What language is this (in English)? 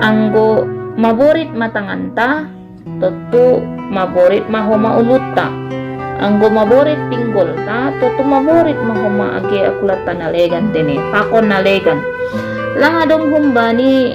Batak Simalungun